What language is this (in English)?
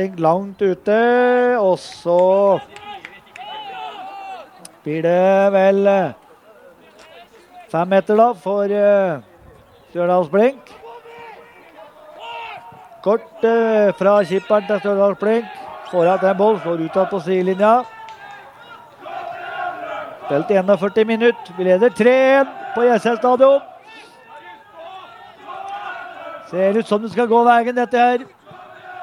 Norwegian